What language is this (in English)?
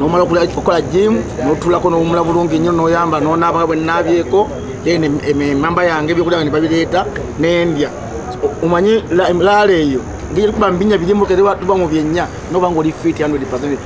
Ganda